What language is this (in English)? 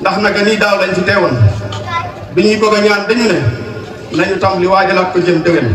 Wolof